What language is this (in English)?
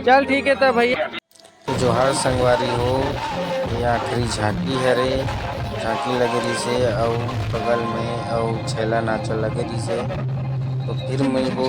Chhattisgarhi